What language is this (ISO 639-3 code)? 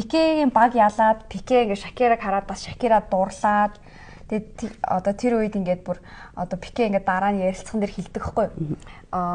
mon